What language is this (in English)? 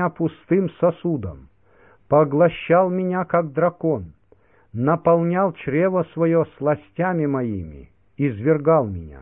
Russian